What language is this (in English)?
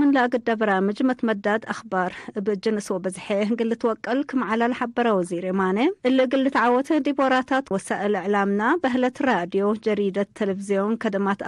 Tigre